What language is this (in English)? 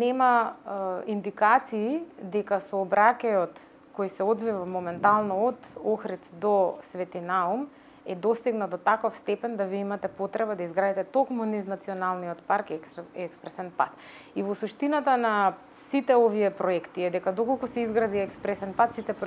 Macedonian